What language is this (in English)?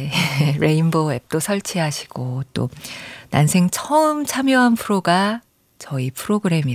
Korean